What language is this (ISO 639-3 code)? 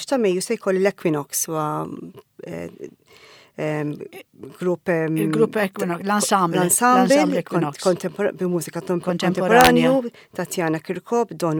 mlt